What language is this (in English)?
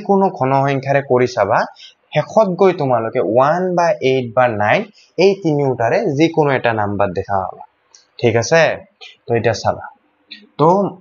Assamese